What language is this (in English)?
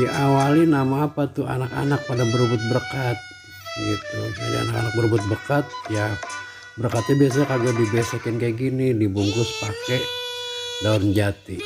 Betawi